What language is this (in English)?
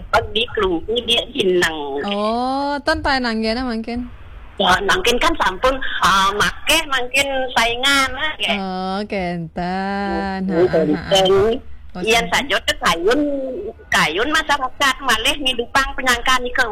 Balinese